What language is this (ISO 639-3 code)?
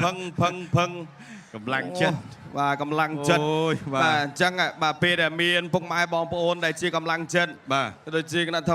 khm